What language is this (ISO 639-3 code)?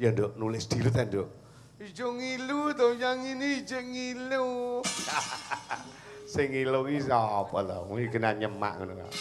jav